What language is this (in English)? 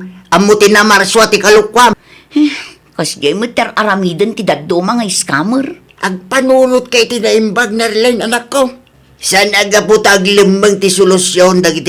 Iloko